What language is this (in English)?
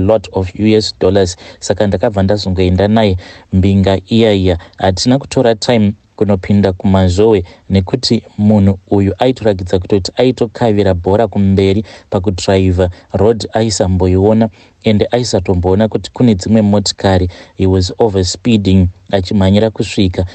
Shona